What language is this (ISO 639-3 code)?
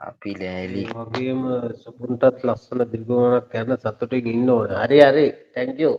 sin